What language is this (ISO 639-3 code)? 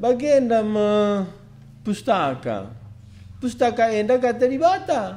btx